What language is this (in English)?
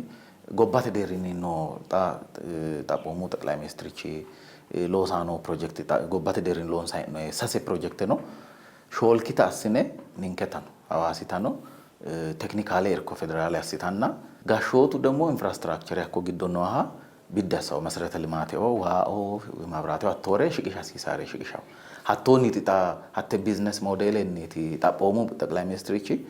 Sidamo